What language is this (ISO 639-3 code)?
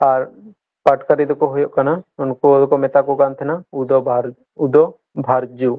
sat